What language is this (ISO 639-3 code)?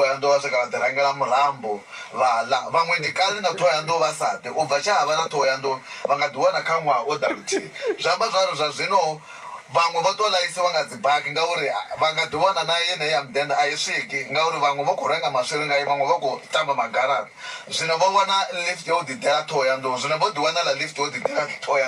ven